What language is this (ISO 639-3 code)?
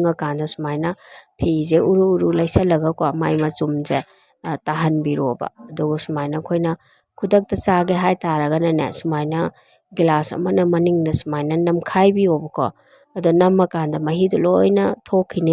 mni